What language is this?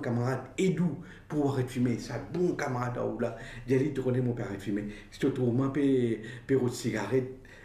Morisyen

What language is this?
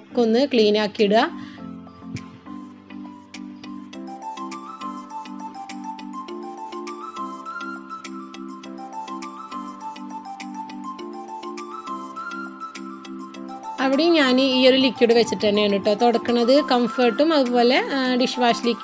Malayalam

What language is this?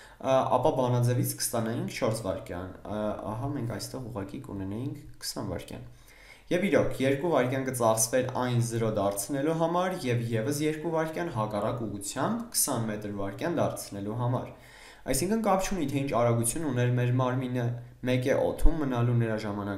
Armenian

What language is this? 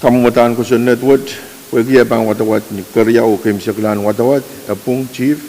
Pohnpeian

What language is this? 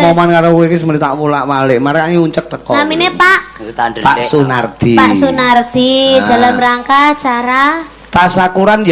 Javanese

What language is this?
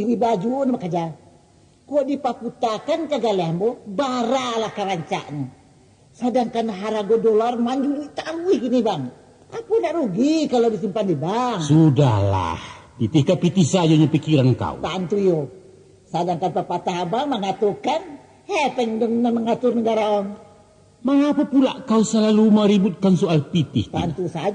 Minangkabau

